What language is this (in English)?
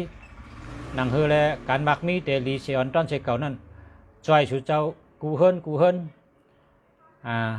Shan